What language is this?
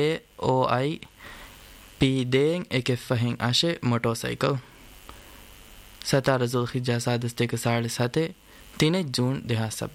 Divehi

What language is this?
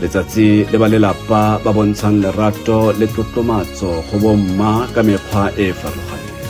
Tswana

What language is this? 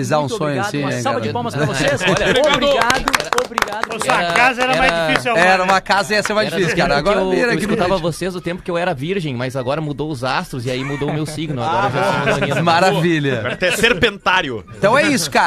Portuguese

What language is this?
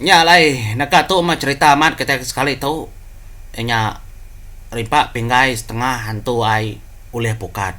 Iban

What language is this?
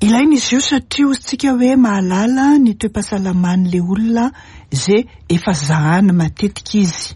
Malagasy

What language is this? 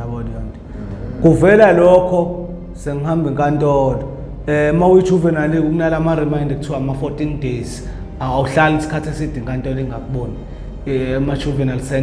Zulu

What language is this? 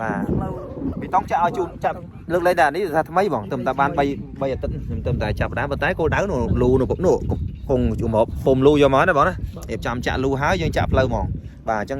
Khmer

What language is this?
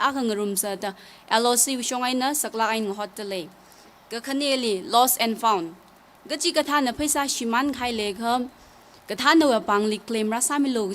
Tangkhul Naga (India)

